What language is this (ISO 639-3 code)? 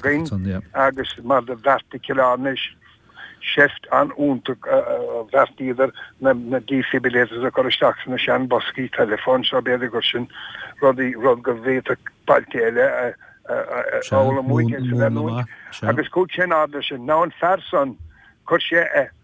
gle